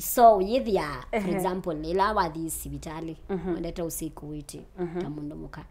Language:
Kamba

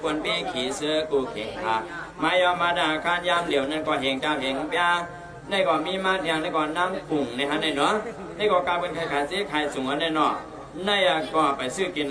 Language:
Shan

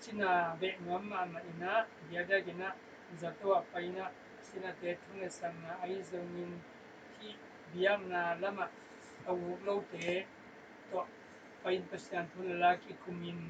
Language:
Tedim Chin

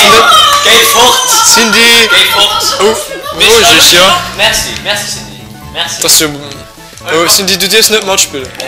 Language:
Luxembourgish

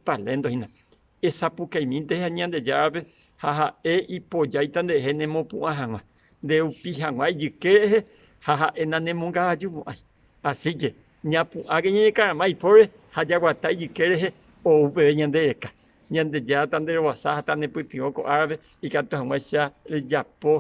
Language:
Guarani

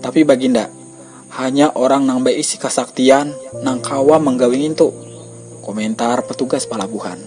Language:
Banjar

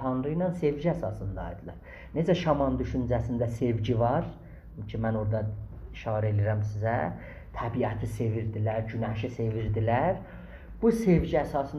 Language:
South Azerbaijani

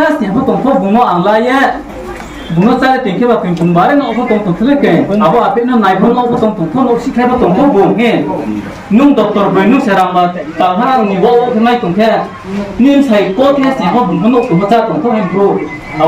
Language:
Riang (India)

